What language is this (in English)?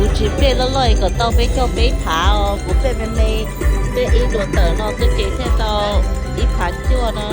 Hmong